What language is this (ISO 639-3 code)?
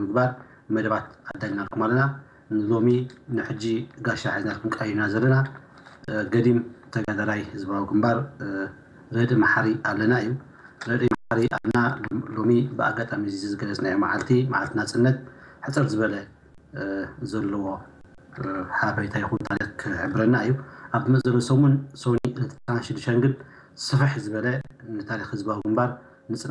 tir